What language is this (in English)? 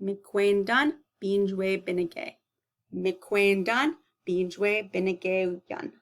Chippewa